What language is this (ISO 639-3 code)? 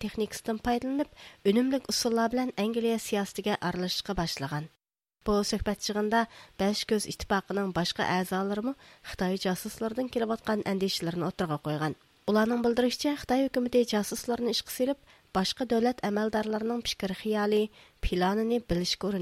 uig